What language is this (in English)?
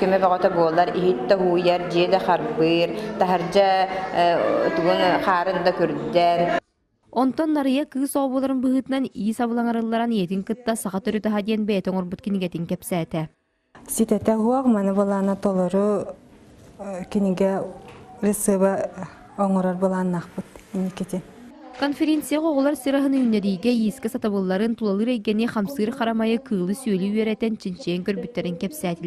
Yakut